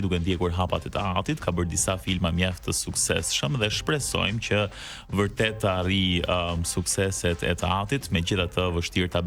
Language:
Albanian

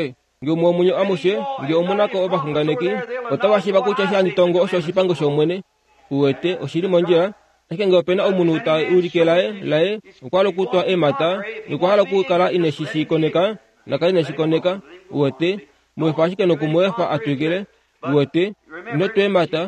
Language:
Kuanyama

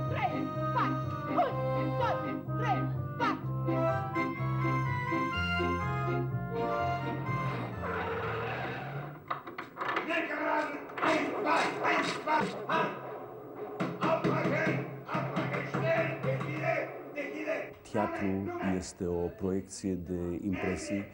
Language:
Romanian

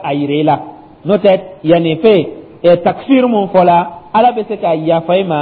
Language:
Dyula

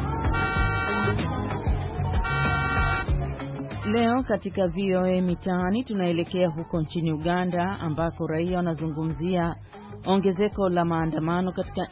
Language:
Swahili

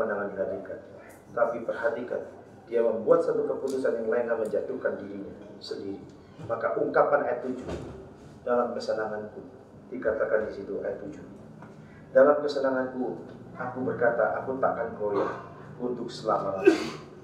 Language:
Indonesian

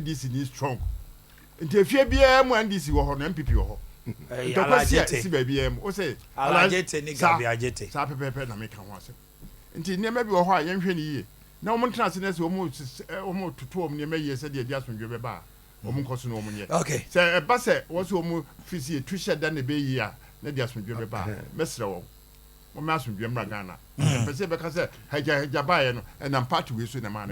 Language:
Akan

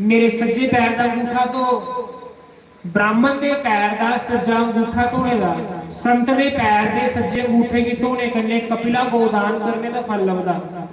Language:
Dogri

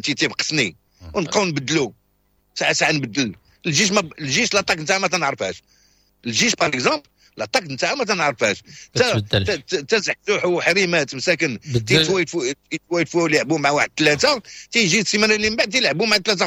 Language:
Moroccan Arabic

